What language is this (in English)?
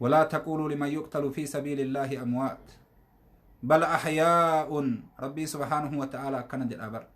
Oromo